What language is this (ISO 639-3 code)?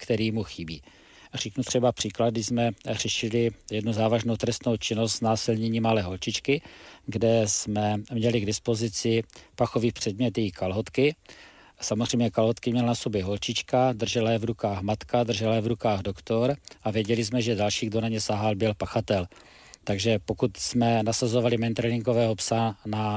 ces